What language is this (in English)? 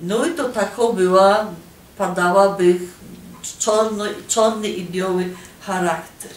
Silesian